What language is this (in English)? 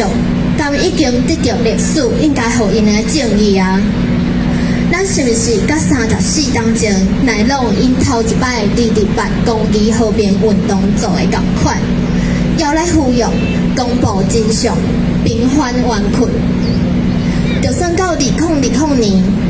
Min Nan Chinese